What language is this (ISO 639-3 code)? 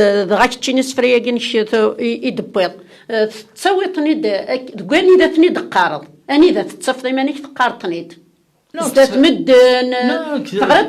kab